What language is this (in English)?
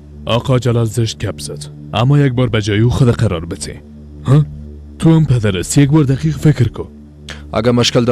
Persian